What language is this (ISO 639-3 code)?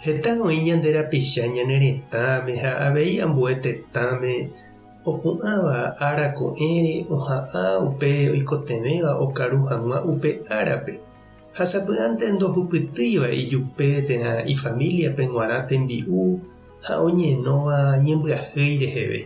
grn